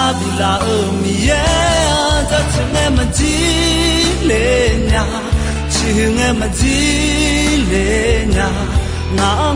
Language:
Akha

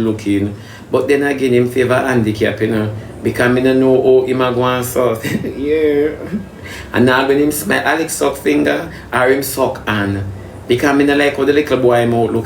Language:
Jamaican Creole English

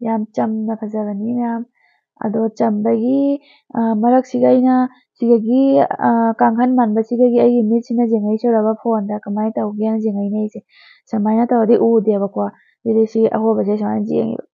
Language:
Manipuri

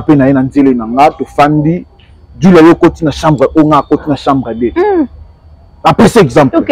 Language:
Lingala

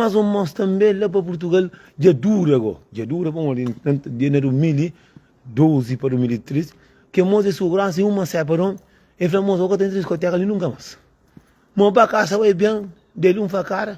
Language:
Kabuverdianu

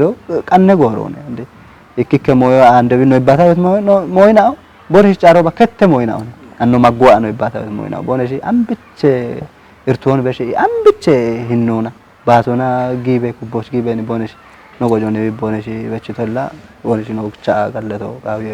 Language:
Kafa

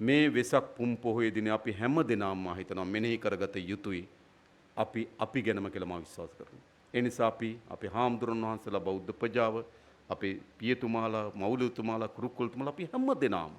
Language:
Sinhala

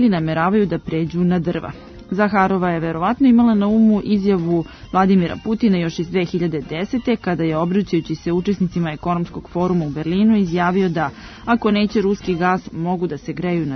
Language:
Serbian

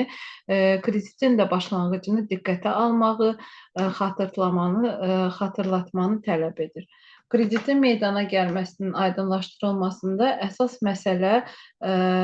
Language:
Azerbaijani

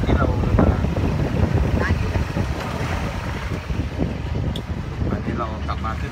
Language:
Thai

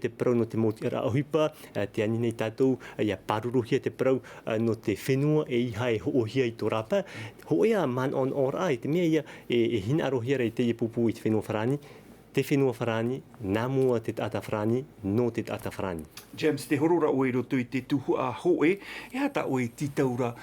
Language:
Tahitian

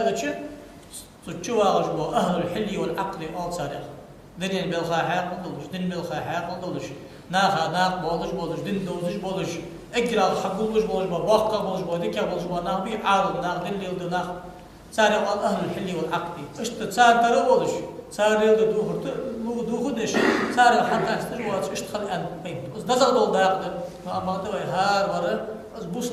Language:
Ingush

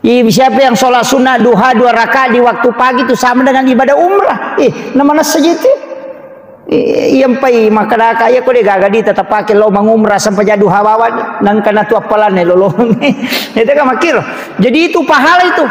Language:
Buginese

